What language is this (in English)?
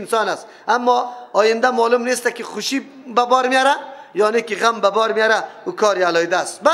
Persian